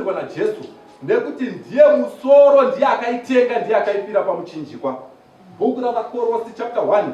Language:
Shona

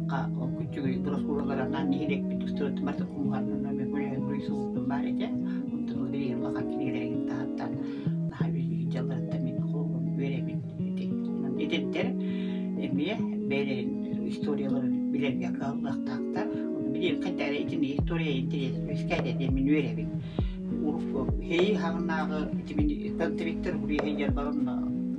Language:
Yakut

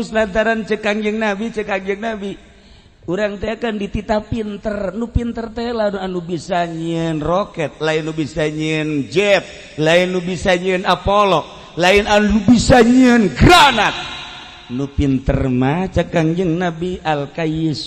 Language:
Sundanese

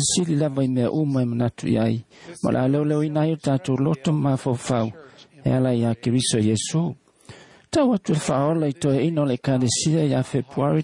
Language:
Samoan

